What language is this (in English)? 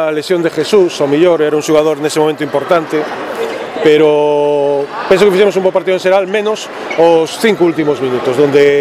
Galician